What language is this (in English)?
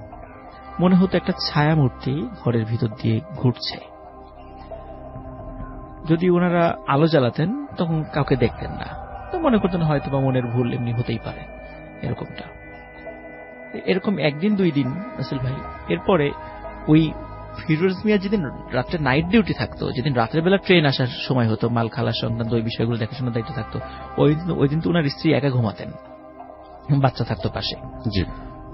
Bangla